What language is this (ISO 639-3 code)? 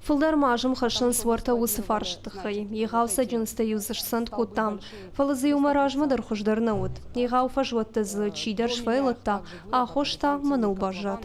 oss